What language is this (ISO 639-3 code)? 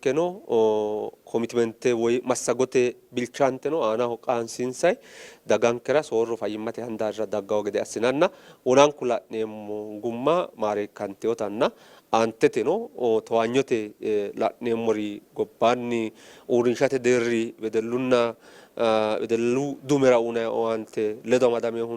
sid